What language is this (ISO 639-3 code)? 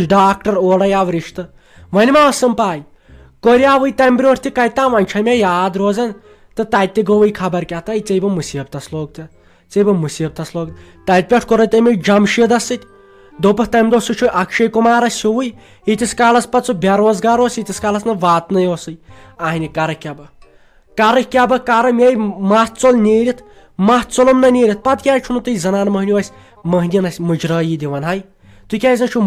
kas